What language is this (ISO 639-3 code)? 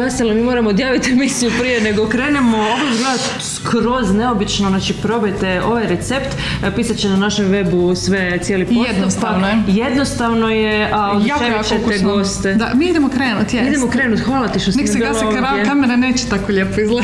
hrv